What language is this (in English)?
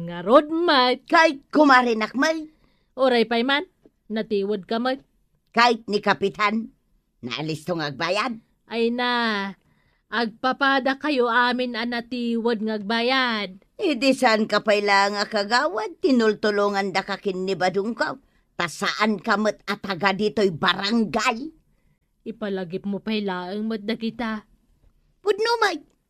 Iloko